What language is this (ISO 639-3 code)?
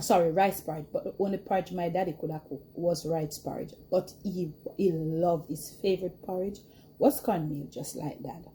jam